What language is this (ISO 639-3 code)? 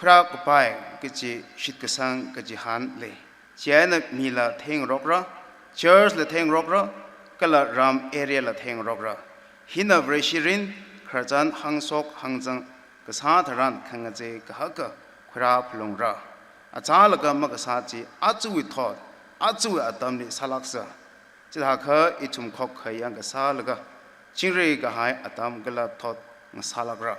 nmf